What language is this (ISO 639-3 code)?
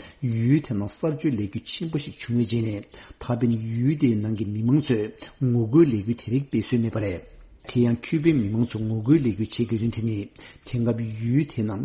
bod